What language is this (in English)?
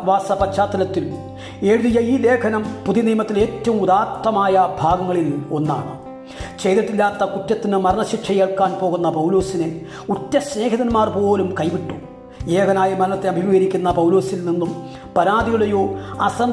Malayalam